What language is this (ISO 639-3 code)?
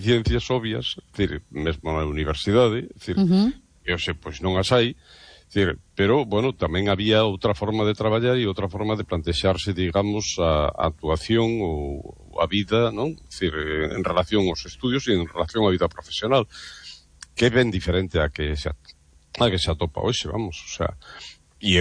glg